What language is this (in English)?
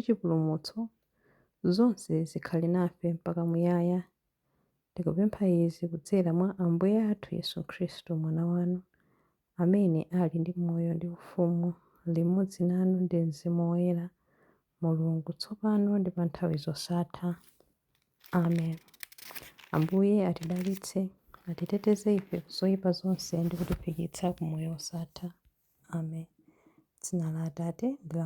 Nyanja